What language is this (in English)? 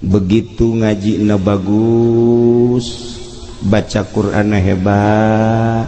Sundanese